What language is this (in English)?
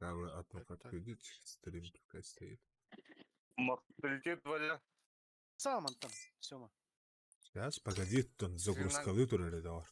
Yakut